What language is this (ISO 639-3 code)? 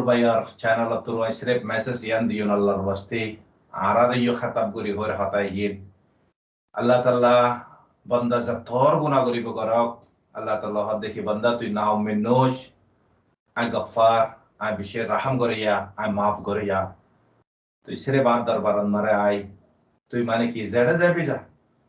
rhg